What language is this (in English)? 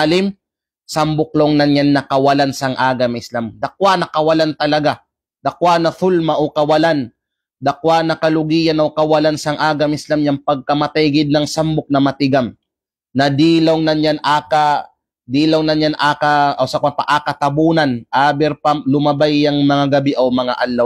Kalagan